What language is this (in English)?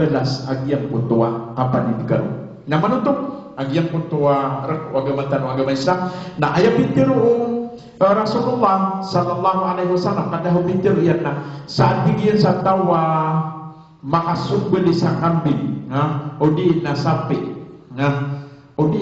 Maranao